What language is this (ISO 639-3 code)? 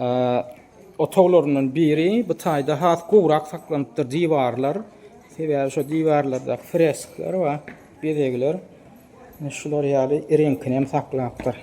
tuk